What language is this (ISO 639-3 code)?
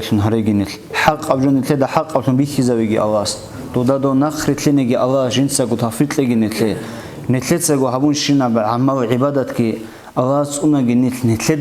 ava